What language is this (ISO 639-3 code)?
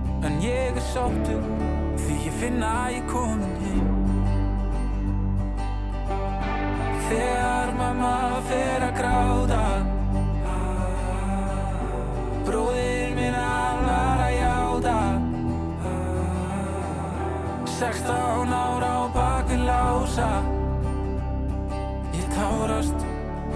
isl